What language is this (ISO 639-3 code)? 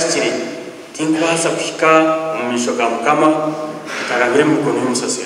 nyn